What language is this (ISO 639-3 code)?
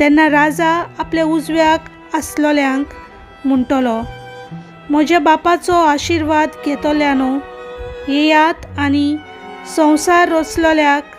kok